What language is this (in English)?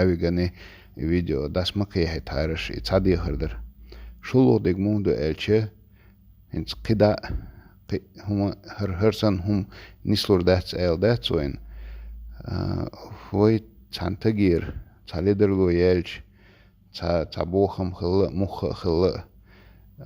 Chechen